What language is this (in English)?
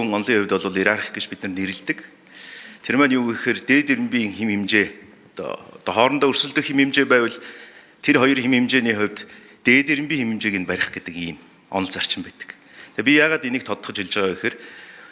Mongolian